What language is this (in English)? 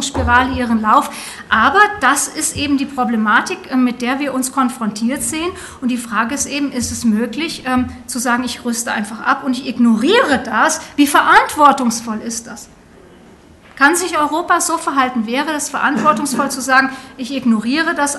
German